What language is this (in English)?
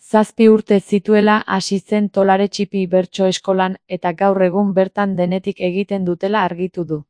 Basque